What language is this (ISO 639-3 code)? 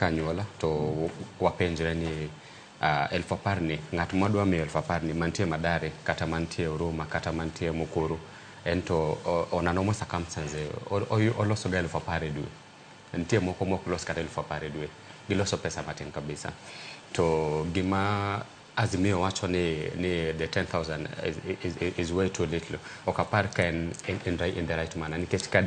luo